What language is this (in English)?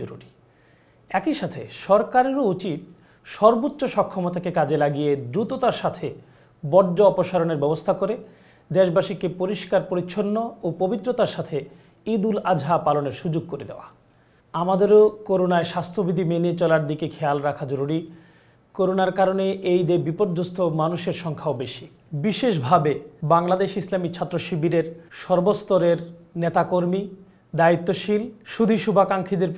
Bangla